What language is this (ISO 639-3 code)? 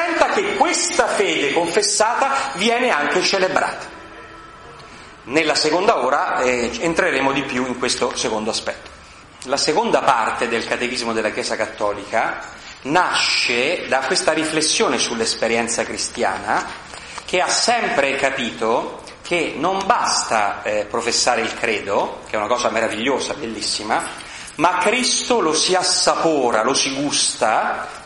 ita